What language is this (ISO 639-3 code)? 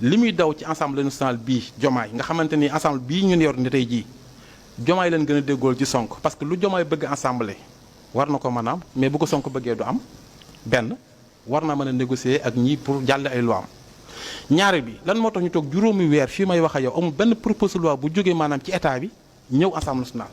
wol